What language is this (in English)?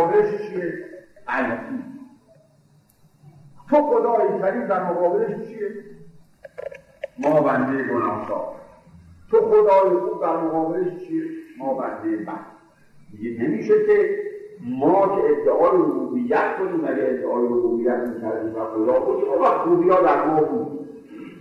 Persian